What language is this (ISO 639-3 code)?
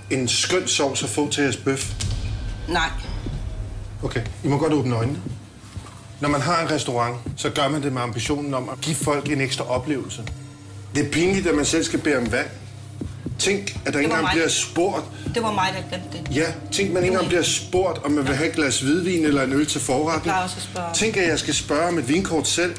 dan